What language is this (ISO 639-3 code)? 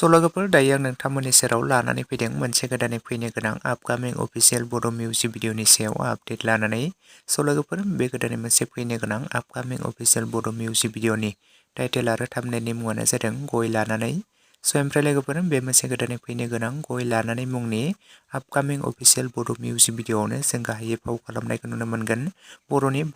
brx